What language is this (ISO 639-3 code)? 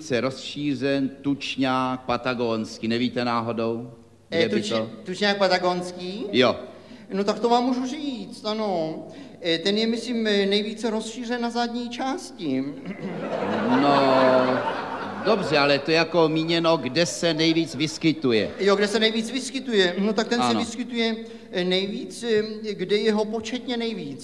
ces